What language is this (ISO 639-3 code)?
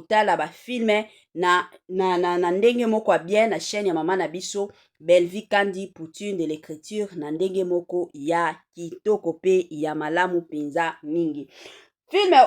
lin